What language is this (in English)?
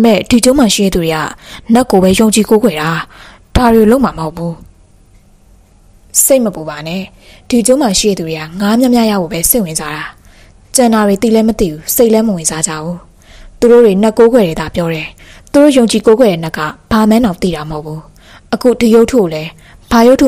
Burmese